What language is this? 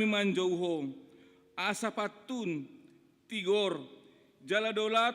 Batak Toba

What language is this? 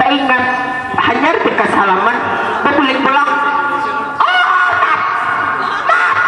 Banjar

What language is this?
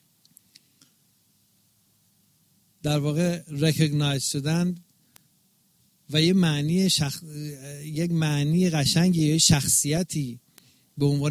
Persian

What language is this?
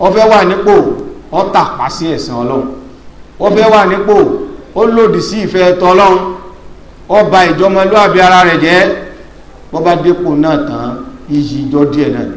Yoruba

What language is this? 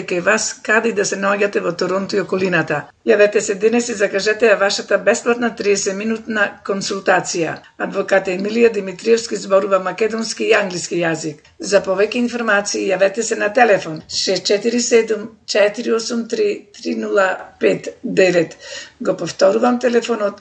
Macedonian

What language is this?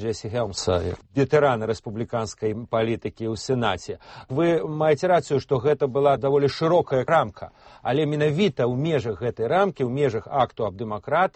Belarusian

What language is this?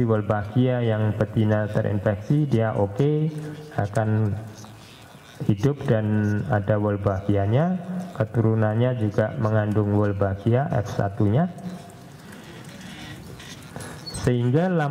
Indonesian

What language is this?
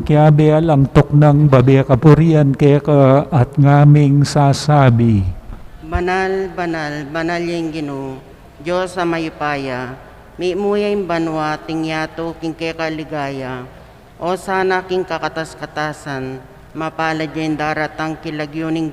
Pampanga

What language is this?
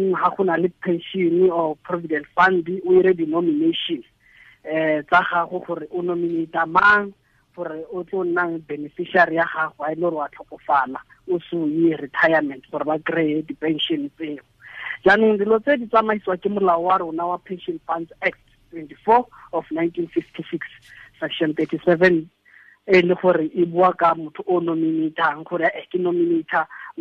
Tswana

